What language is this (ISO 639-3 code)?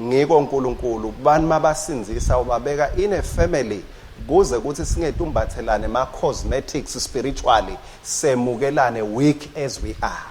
ssw